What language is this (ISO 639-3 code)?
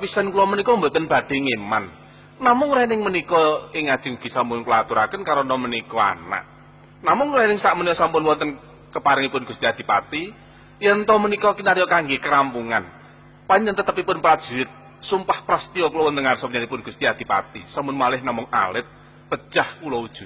jav